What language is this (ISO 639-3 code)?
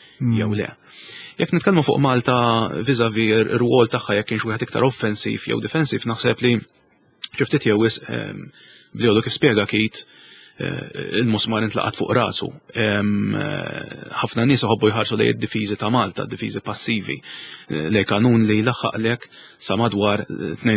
mlt